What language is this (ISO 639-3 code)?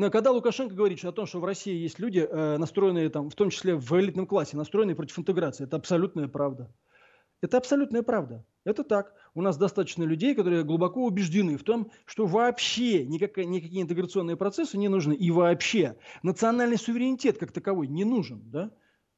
rus